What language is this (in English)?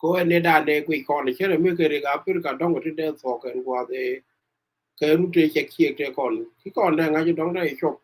Nuer